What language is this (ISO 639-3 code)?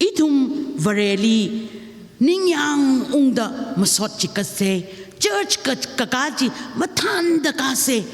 nmf